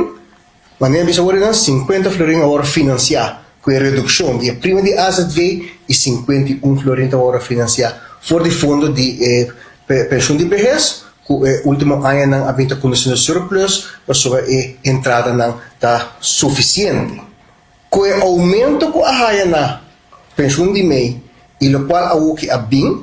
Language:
Papiamento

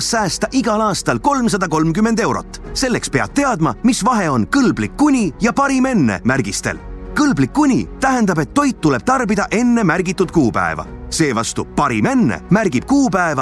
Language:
Estonian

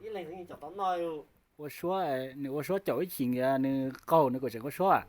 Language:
Hmong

